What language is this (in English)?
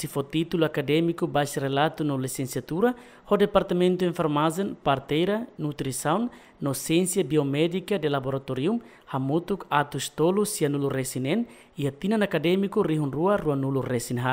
Tetum